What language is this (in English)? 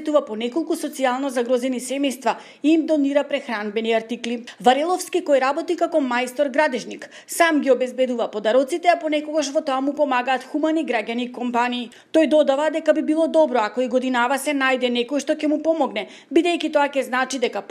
Macedonian